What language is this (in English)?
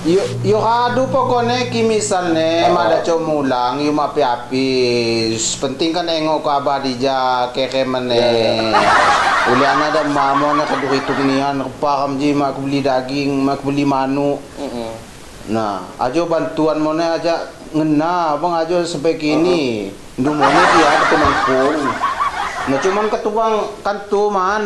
Lampung Api